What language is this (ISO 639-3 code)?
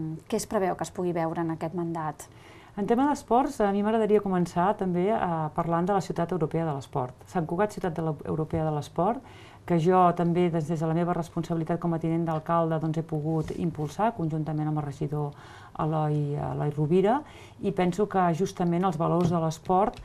cat